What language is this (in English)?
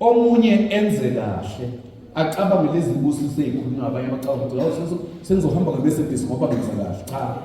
Zulu